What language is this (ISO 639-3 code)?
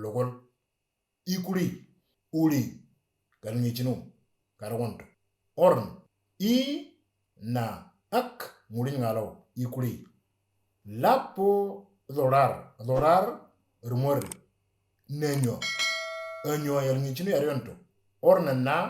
mor